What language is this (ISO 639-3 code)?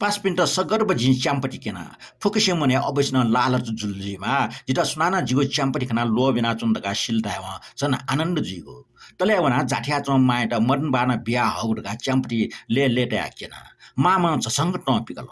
new